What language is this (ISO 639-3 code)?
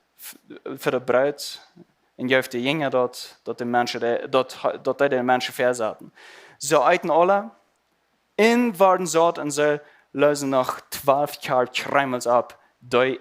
pdt